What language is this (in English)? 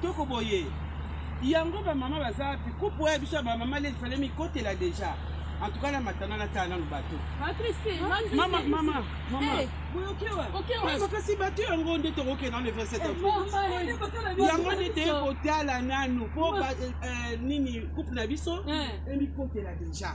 Lingala